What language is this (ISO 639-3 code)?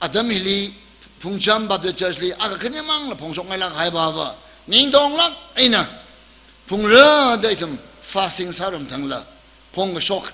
nmf